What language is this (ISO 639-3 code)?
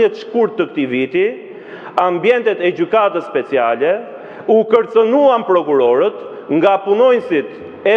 sqi